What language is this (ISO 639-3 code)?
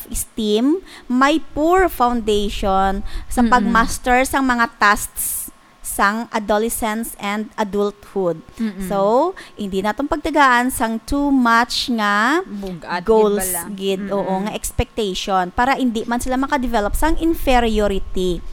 hil